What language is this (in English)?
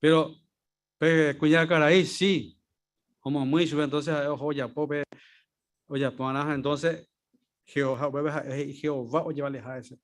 Guarani